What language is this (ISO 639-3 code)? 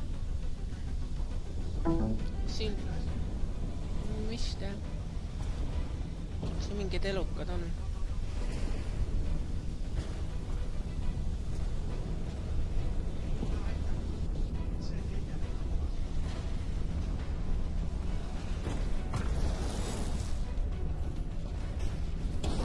est